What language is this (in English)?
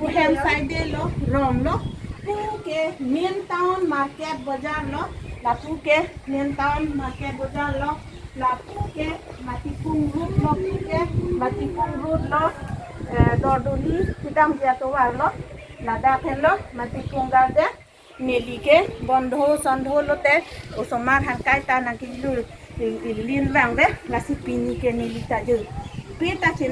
Karbi